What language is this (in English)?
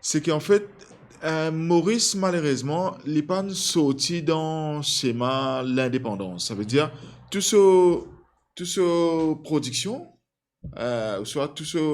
Morisyen